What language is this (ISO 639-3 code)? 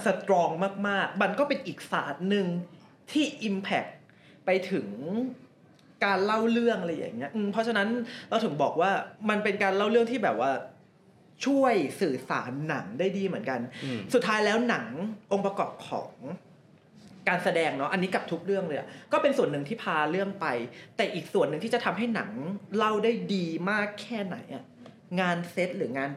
tha